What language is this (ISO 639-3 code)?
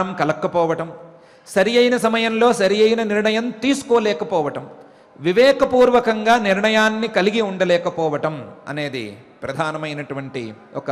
tel